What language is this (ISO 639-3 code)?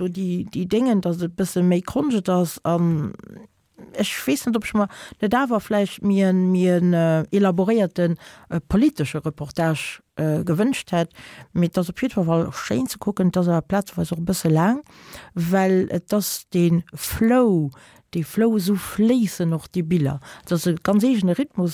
ltz